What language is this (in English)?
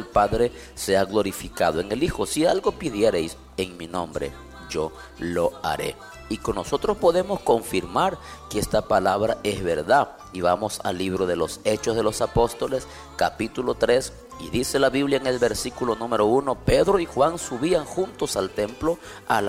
Spanish